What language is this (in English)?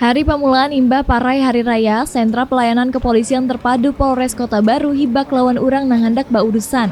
Banjar